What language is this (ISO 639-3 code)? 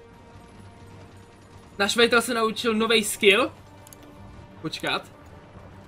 ces